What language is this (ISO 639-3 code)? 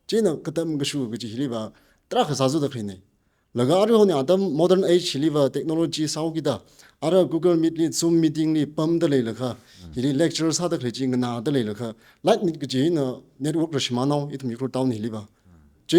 nmf